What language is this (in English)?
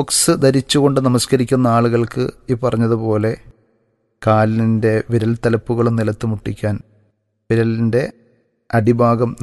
Malayalam